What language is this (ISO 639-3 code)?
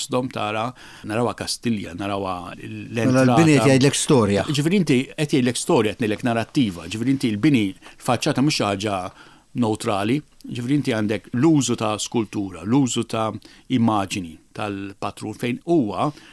mlt